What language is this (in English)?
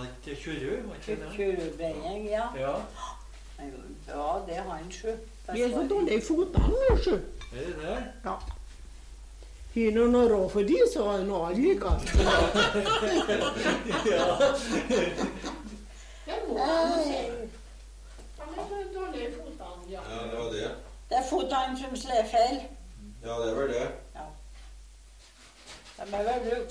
Norwegian